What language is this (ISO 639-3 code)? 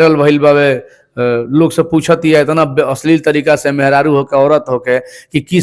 bho